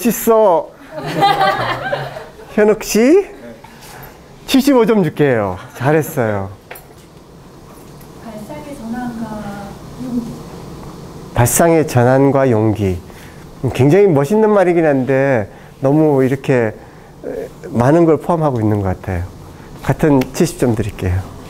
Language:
Korean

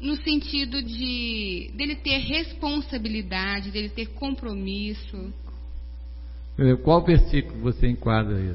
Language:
Portuguese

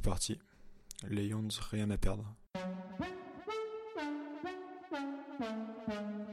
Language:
French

